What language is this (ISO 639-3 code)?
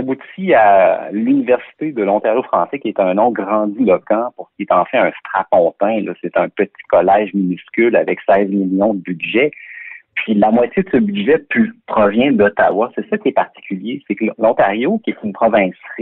fra